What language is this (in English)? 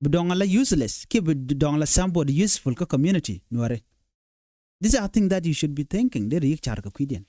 Nuer